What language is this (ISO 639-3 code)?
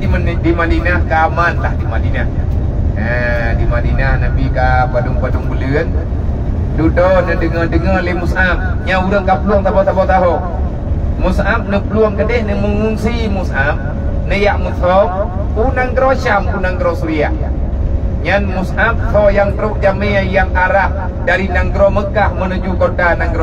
ace